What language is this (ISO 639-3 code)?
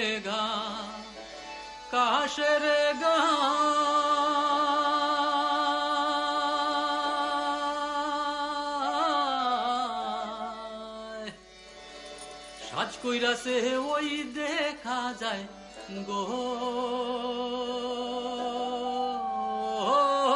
ben